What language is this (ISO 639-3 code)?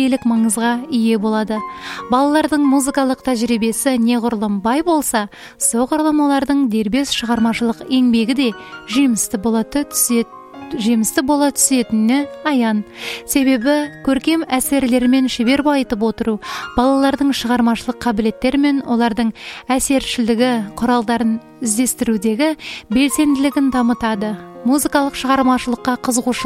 kaz